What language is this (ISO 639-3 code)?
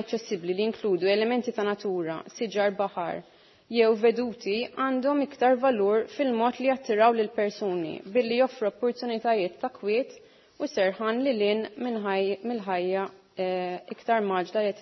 mlt